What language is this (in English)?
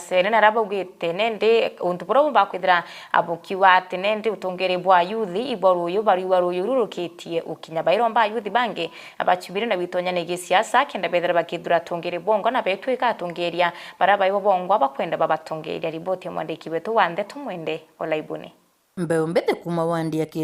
Meru